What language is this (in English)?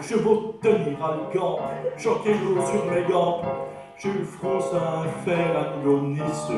Picard